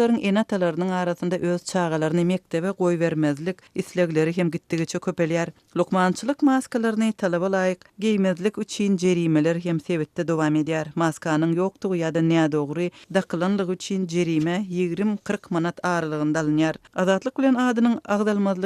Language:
Turkmen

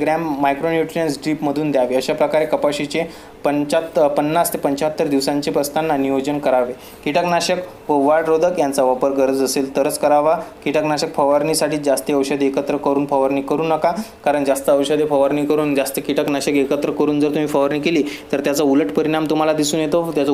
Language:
Marathi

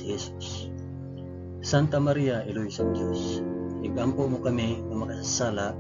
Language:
Hiligaynon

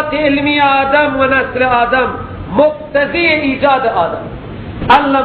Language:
Persian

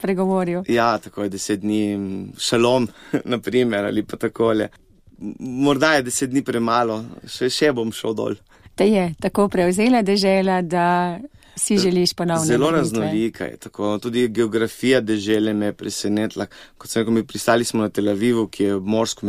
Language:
Slovenian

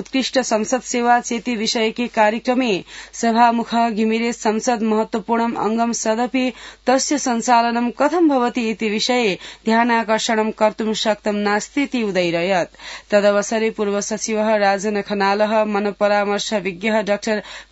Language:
Sanskrit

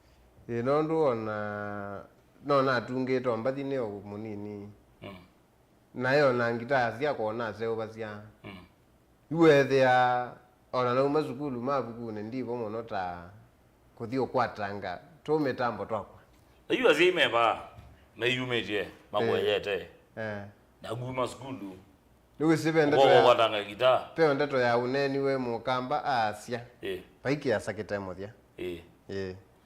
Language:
Kamba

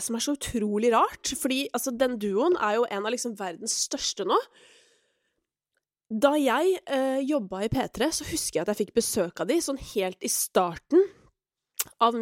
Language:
Norwegian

